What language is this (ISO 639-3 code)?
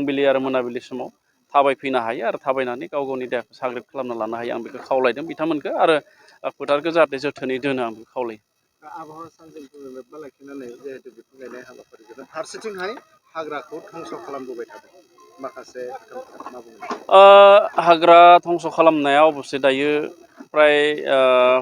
brx